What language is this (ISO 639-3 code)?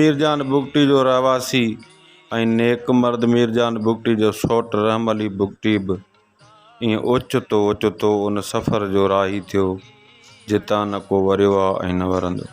snd